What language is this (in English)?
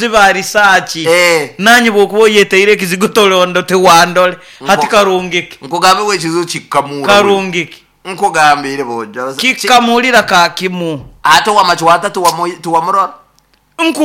Nyoro